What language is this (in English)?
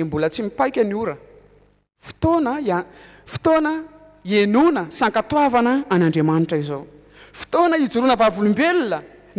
Malagasy